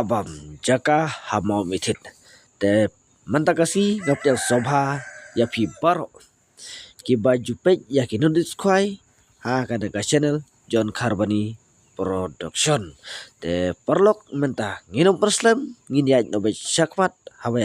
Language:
Khasi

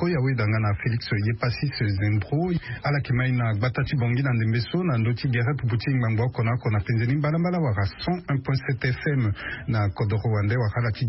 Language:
Sango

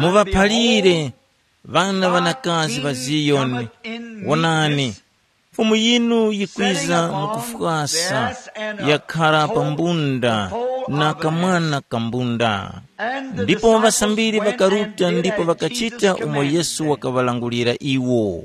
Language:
Tumbuka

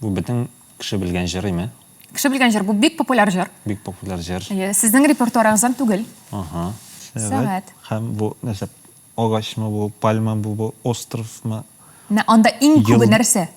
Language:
Tatar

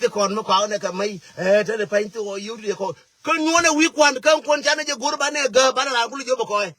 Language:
Nuer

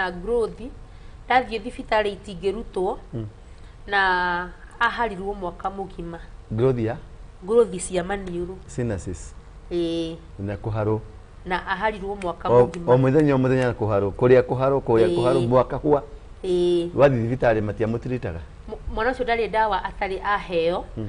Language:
Kikuyu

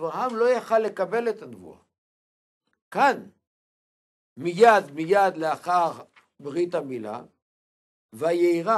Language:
Hebrew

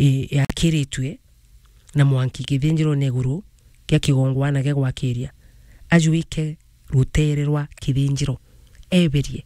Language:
Meru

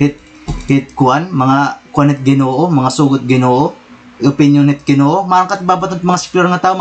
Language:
Waray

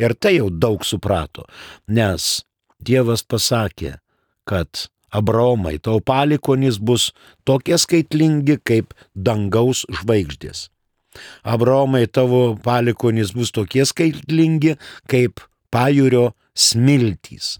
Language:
Lithuanian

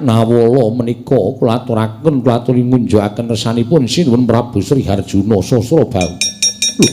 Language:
Javanese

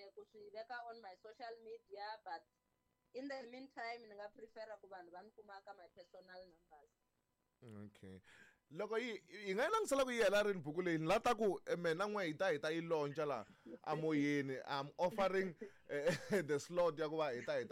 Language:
Tsonga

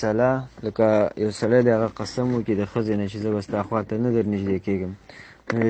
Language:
Pashto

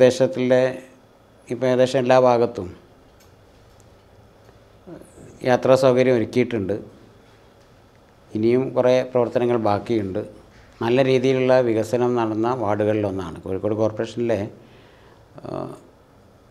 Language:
Malayalam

